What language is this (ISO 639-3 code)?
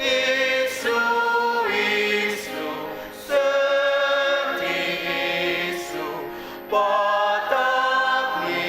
njo